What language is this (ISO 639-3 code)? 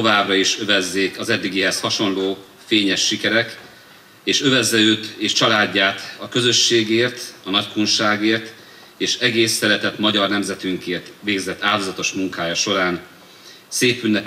hun